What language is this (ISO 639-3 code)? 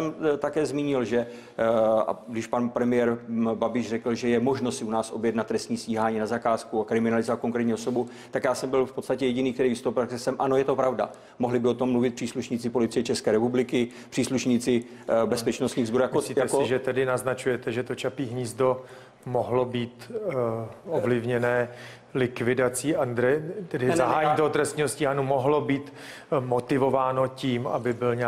ces